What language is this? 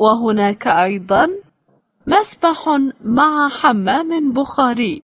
Latvian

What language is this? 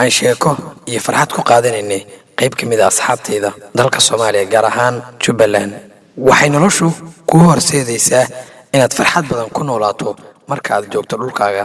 Somali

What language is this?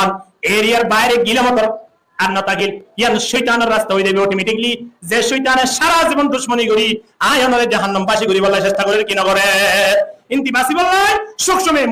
Rohingya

